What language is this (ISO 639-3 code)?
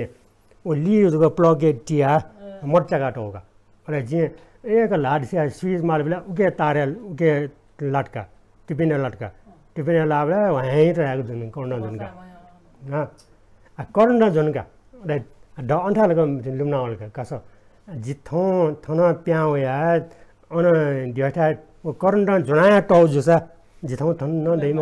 new